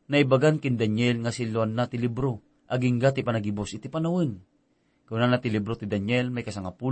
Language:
Iloko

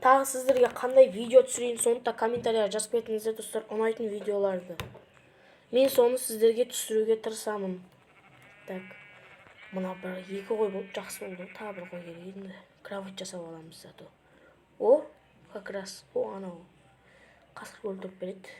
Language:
Kazakh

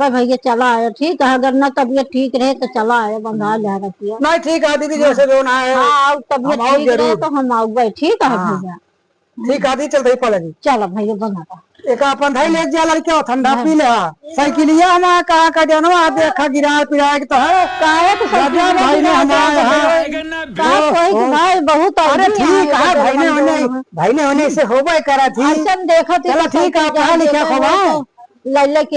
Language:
Awadhi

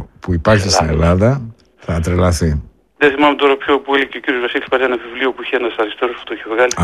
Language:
Greek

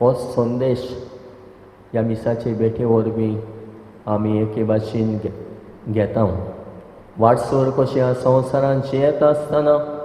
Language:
Konkani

